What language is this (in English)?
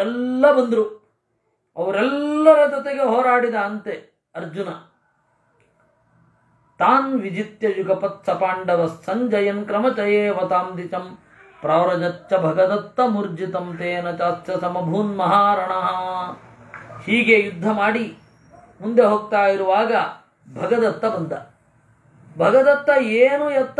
Kannada